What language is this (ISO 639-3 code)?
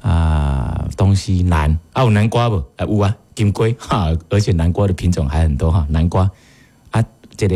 nan